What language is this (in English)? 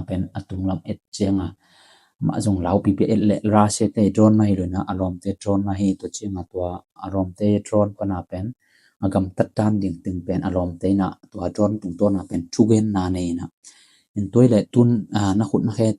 Tedim Chin